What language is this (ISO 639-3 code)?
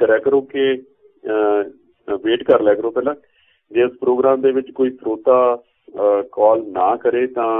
pan